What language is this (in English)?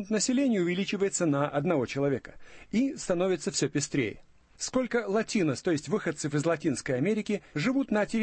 Russian